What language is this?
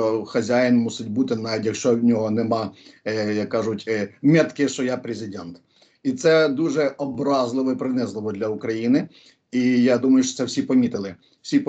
Ukrainian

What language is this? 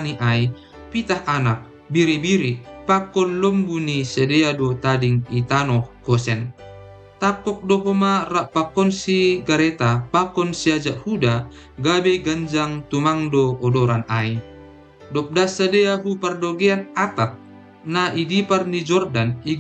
Batak Simalungun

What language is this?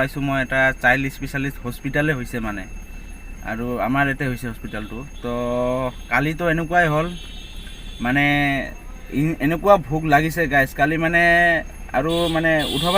Assamese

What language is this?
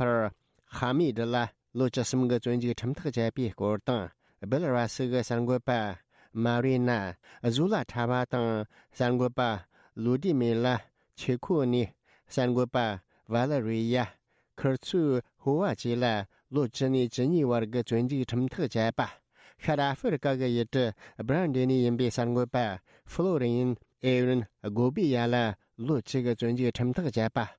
Tibetan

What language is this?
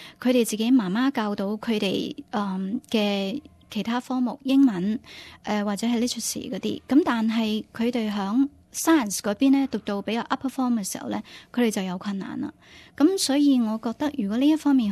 Cantonese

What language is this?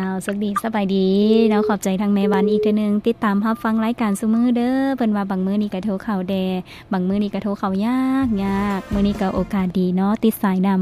Lao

